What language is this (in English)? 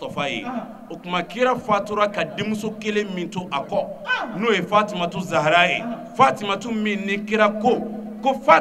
Bambara